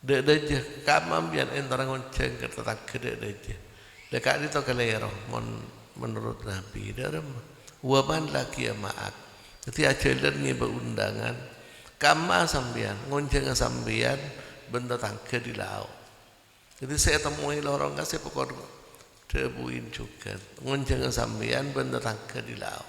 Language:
Madurese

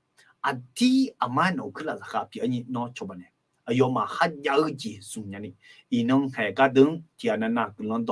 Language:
Akha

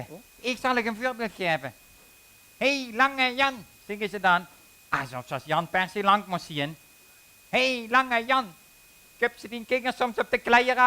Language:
Limburgish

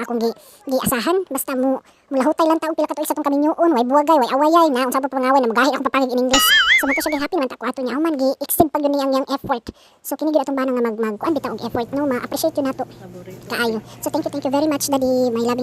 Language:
Cebuano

